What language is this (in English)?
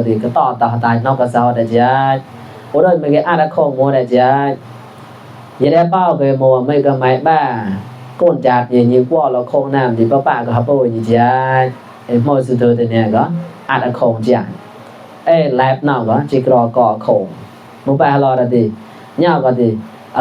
Mon